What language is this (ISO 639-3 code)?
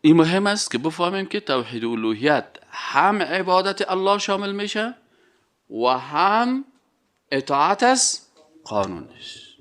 fas